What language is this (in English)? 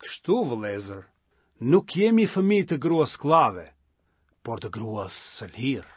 Albanian